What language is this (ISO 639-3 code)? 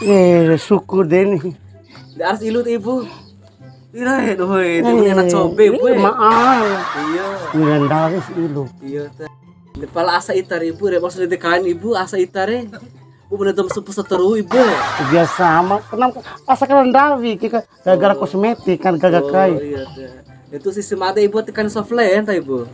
bhp